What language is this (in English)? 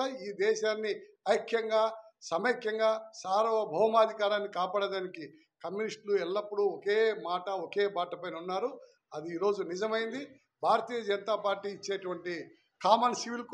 Telugu